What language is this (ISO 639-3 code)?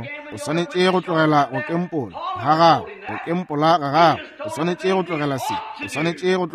nso